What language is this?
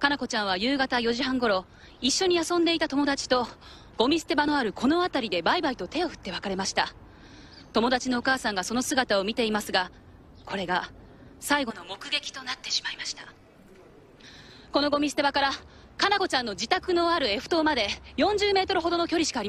Japanese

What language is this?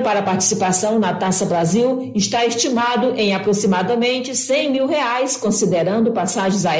Portuguese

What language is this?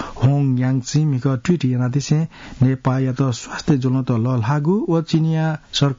Newari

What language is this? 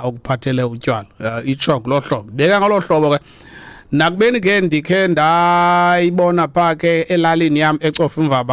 Xhosa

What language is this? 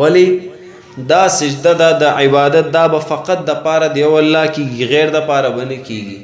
Pashto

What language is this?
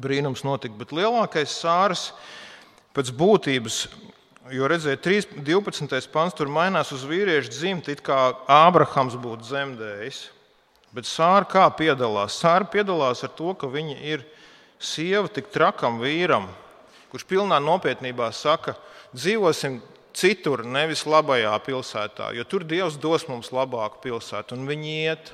Latvian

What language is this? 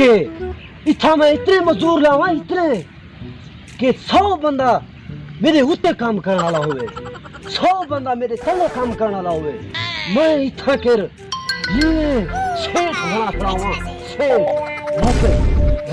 Saraiki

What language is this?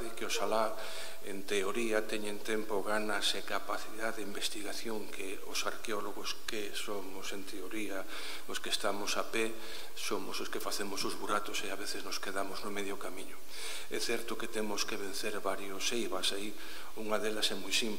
Galician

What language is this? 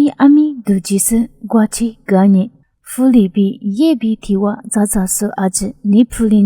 Lisu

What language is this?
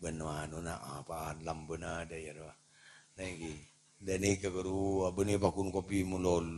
Madurese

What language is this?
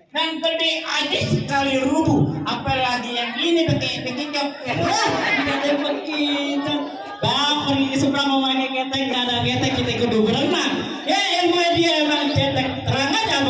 Betawi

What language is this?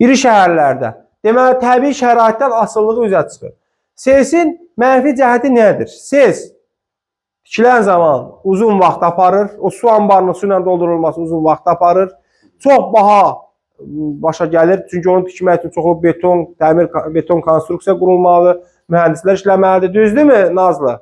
Azerbaijani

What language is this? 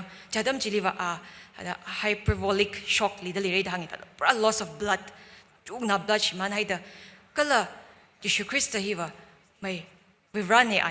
Tangkhul Naga (India)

